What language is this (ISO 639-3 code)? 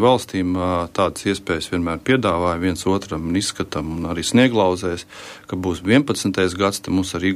lav